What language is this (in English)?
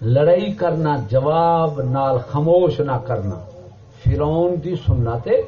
Saraiki